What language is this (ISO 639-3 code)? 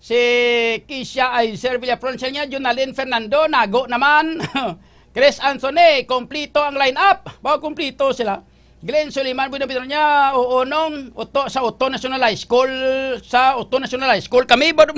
hil